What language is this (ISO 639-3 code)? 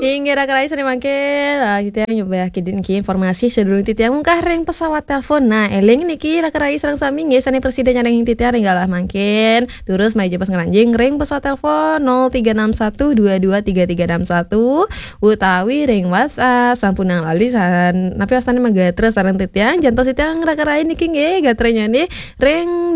ban